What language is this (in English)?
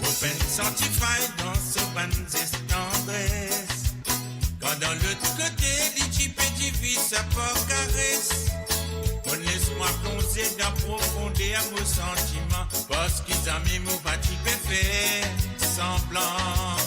Morisyen